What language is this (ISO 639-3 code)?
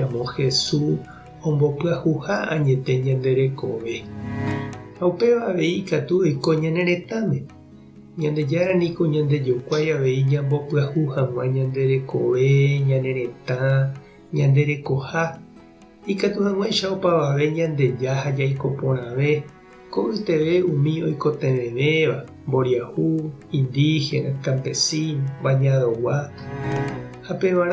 grn